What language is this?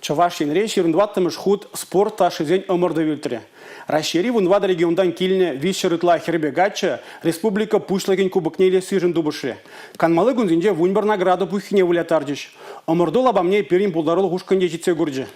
Chuvash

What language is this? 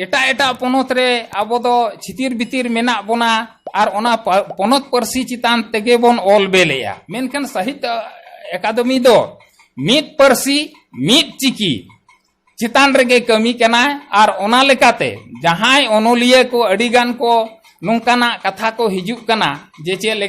Santali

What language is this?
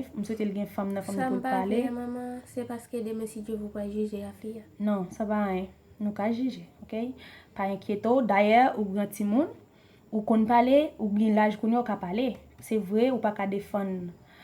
Haitian Creole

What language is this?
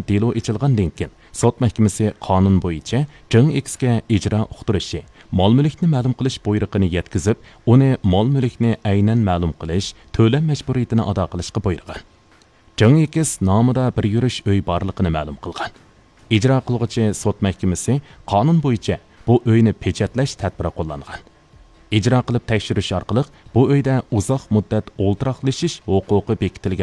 Uyghur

